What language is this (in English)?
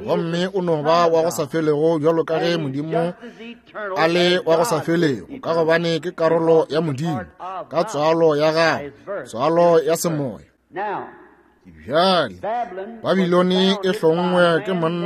Northern Sotho